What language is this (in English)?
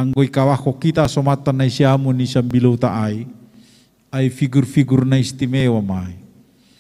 Batak Simalungun